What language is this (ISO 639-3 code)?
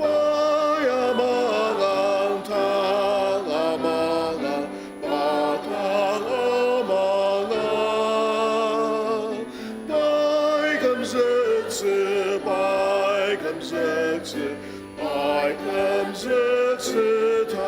njo